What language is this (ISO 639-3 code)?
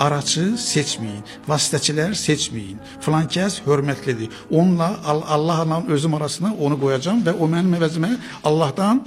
aze